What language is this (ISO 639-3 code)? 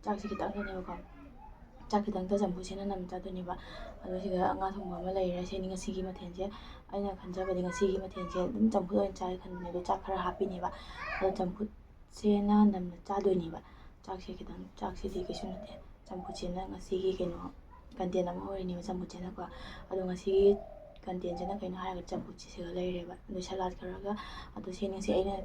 mni